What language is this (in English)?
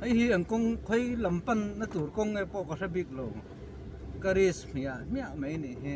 Mizo